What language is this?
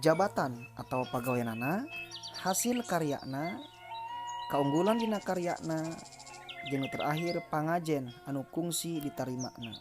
Sundanese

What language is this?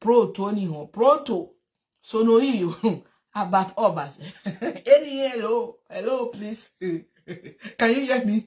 Nigerian Pidgin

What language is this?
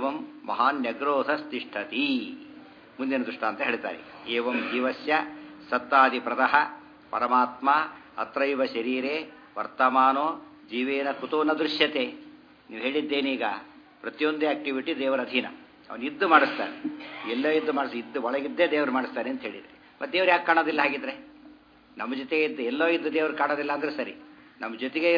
Kannada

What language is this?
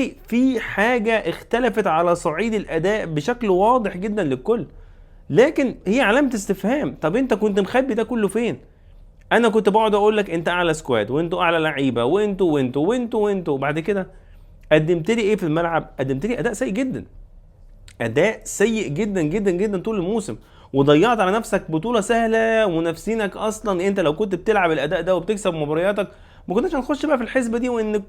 Egyptian Arabic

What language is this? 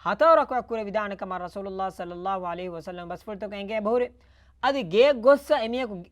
Divehi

